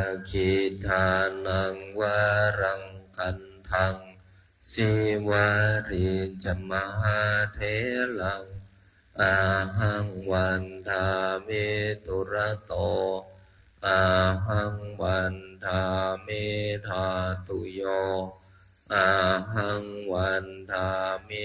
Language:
Pali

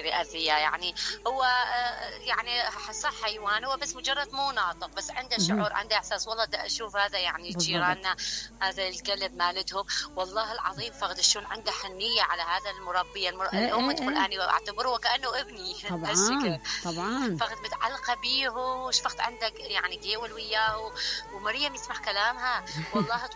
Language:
Mesopotamian Arabic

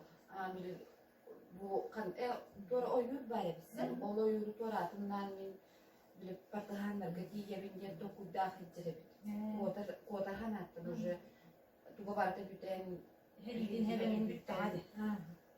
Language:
Yakut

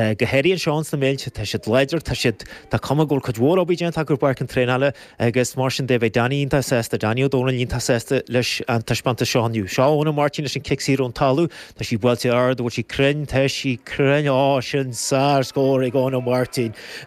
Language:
Irish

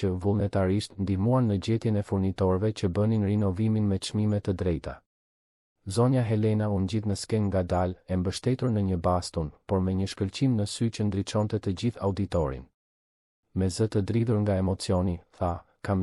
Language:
Albanian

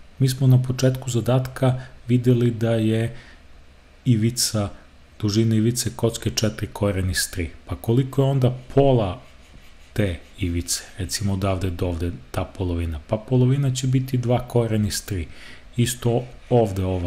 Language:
Serbian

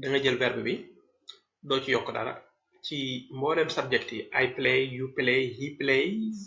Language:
Wolof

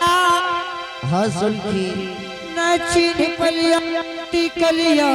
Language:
Angika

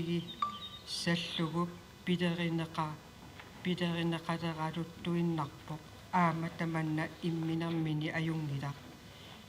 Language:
Kalaallisut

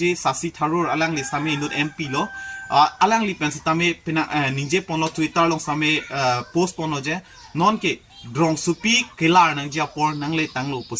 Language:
Karbi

